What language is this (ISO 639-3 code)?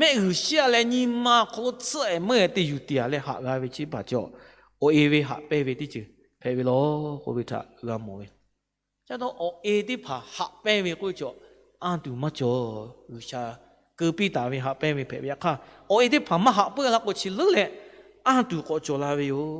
lhu